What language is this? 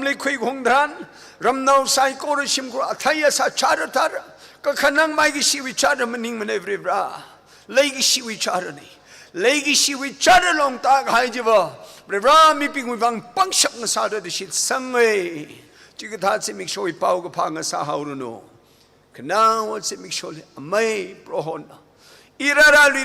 Tangkhul Naga (India)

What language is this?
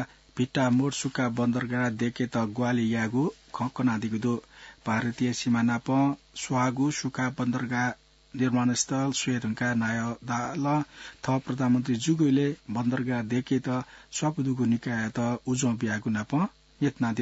Newari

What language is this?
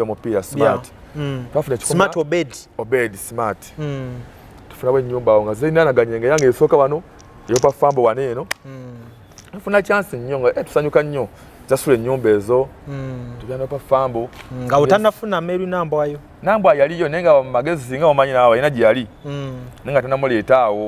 Ganda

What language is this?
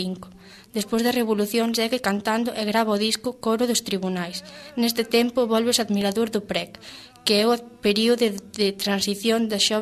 Galician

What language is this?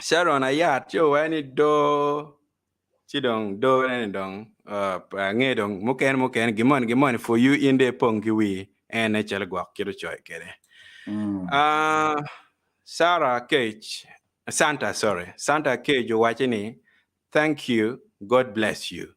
Acoli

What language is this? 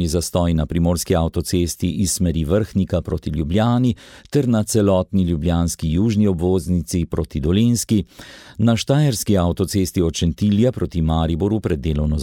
Slovenian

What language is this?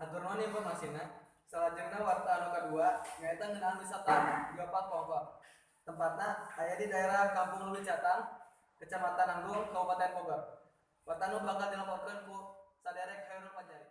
Sundanese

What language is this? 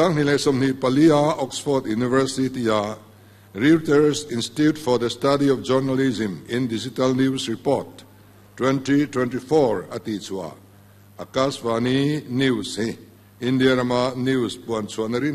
Mizo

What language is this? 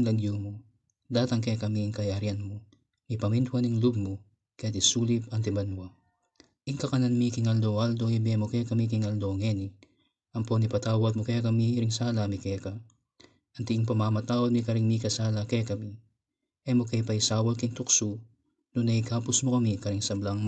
Pampanga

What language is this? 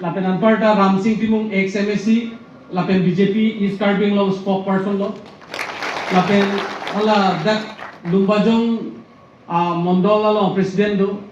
Karbi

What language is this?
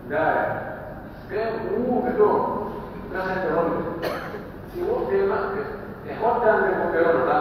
Pular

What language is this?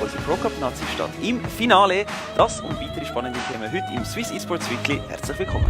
Swiss German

